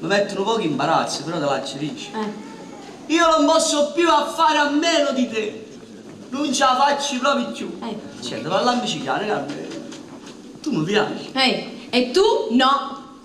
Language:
Neapolitan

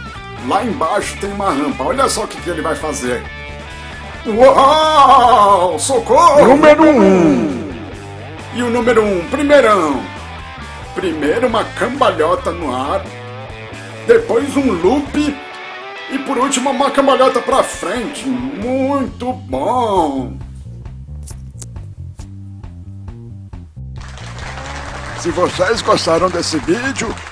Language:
Portuguese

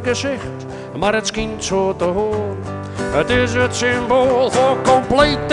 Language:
Western Frisian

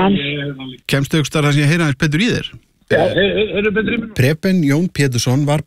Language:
Icelandic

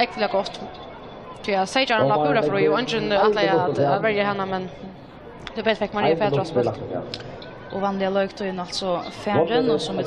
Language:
Faroese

